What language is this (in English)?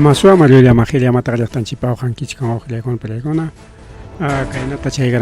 Ayacucho Quechua